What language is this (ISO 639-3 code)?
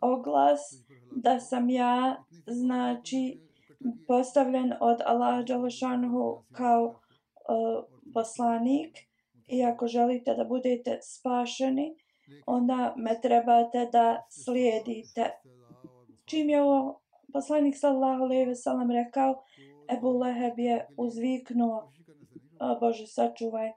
bos